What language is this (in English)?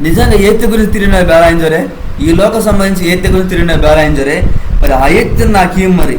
Koya